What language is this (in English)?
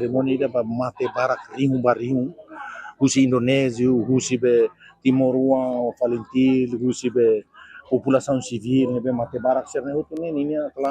Tetum